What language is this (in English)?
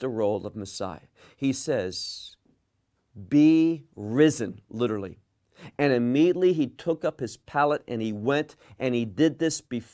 English